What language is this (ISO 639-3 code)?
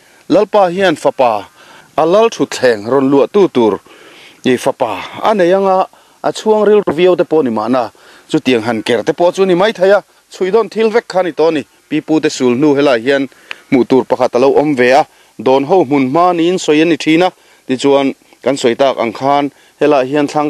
lus